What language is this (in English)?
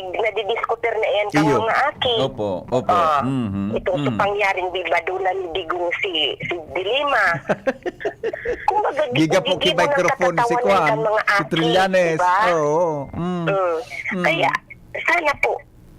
Bikol